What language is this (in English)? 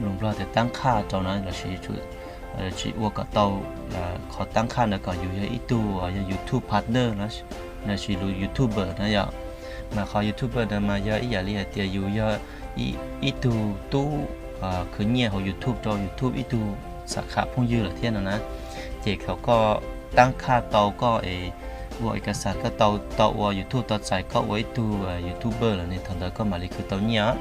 Hmong